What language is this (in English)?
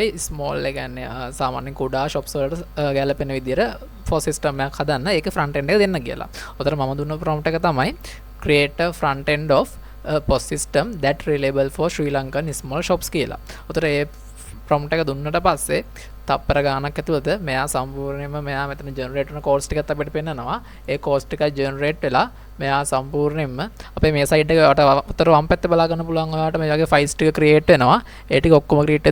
Sinhala